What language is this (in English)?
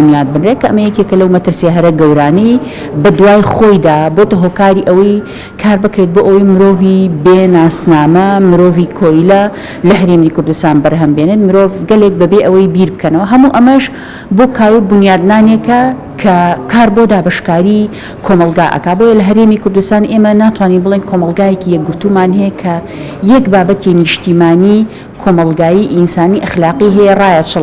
Central Kurdish